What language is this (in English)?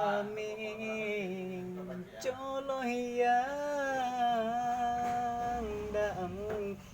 Minangkabau